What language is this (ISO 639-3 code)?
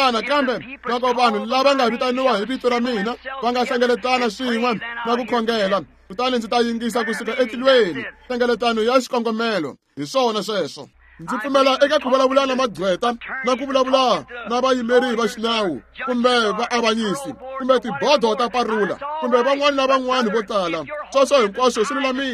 tso